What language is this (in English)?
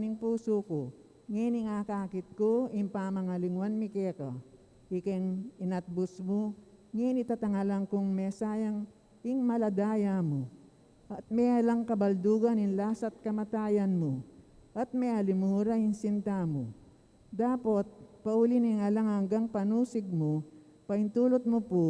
Pampanga